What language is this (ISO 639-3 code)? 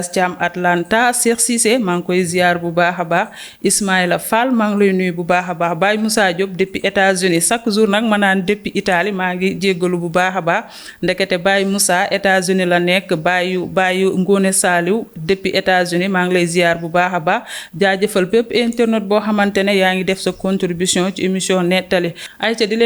wol